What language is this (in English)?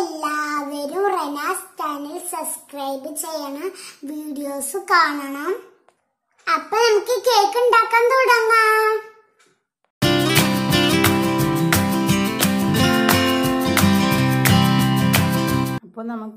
Malayalam